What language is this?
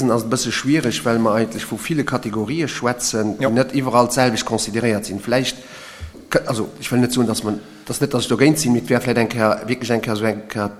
Luxembourgish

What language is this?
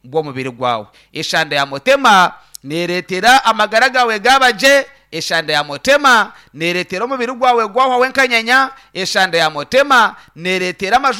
Nyankole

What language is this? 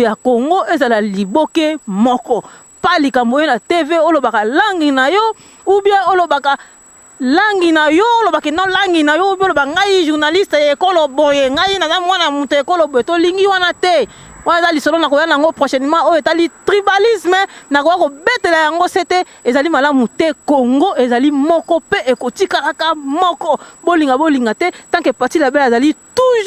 Lingala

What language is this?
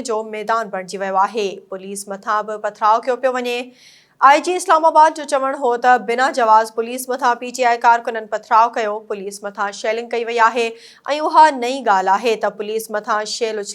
Sindhi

